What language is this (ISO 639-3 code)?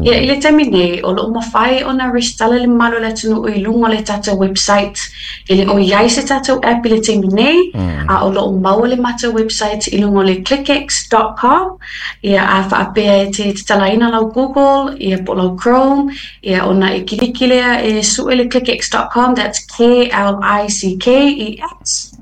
smo